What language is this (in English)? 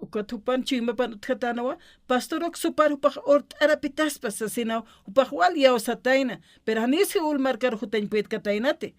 Aymara